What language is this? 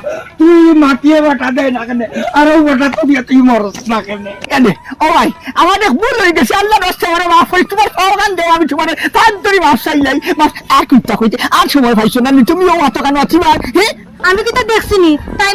Sylheti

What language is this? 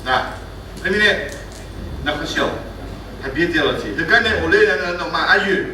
Akha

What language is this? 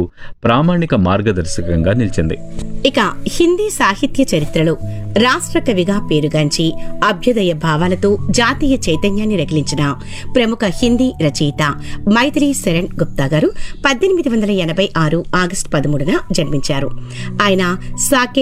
Telugu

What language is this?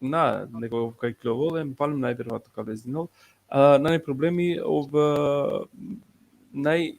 Balkan Romani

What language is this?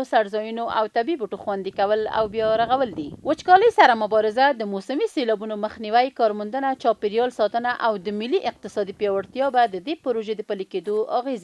Pashto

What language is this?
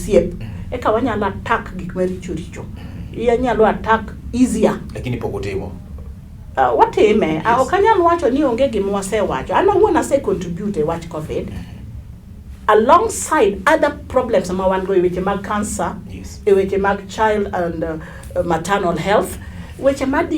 Luo (Kenya and Tanzania)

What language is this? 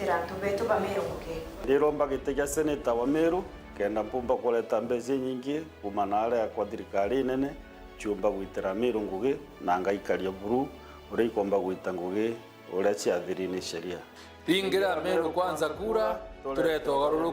Meru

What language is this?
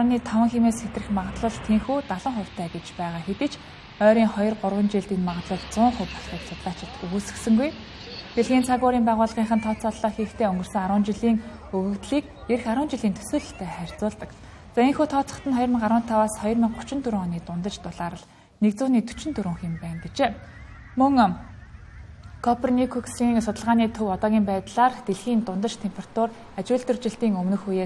Mongolian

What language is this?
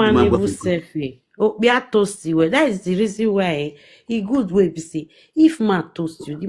Nigerian Pidgin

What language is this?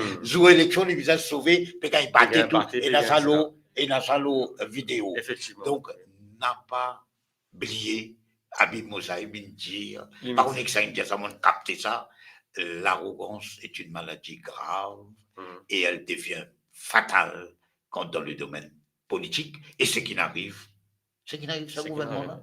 Morisyen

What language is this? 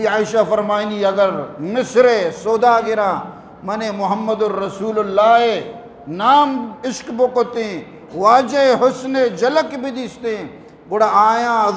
Eastern Balochi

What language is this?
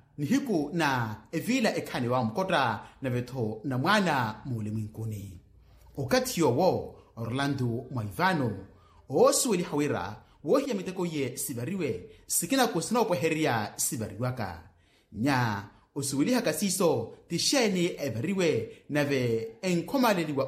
Makhuwa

